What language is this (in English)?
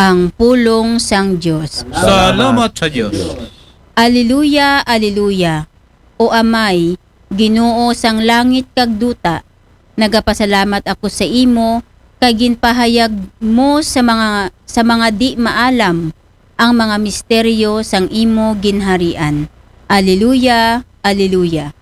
Aklanon